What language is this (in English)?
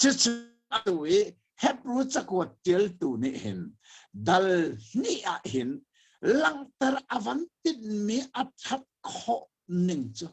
Hakha Chin